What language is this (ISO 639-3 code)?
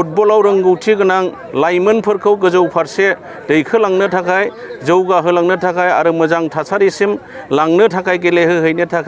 brx